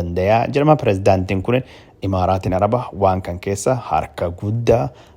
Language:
Oromo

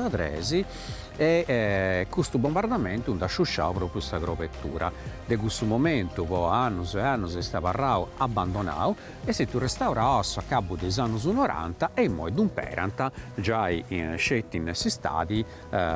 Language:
Sardinian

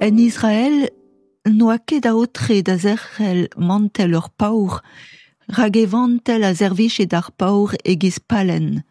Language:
Breton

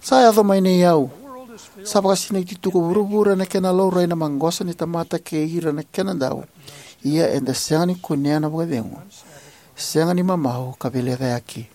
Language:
Fijian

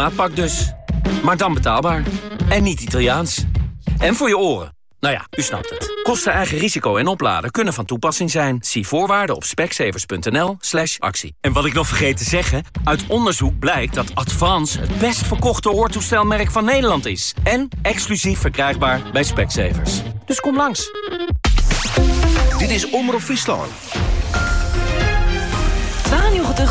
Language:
Dutch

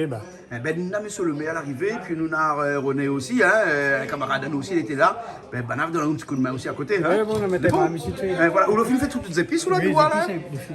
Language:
Réunion Creole French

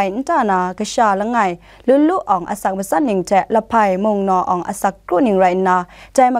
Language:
Kachin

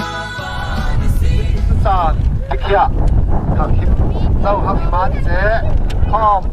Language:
Falam Chin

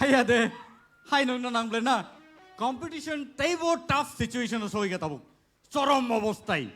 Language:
Kok Borok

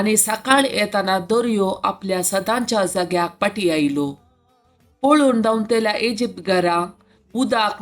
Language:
Konkani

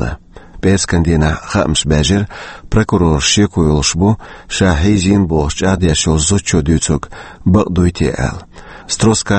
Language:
Chechen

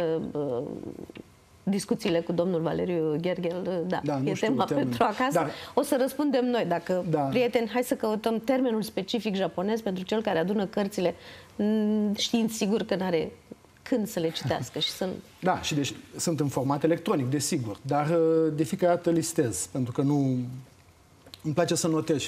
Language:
Romanian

